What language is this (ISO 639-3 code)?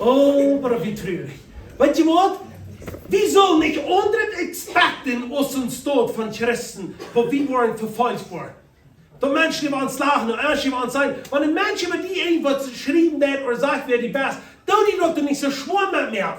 pdt